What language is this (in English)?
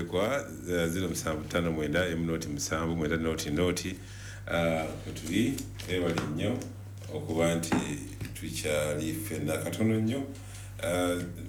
Ganda